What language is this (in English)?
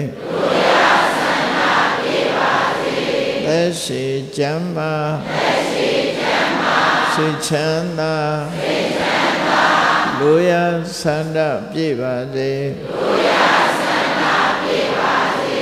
Burmese